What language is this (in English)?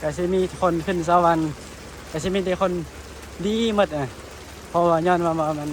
Northeastern Thai